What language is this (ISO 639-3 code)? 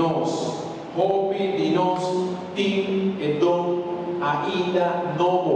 pap